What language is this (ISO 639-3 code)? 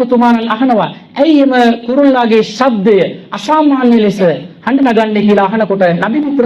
sin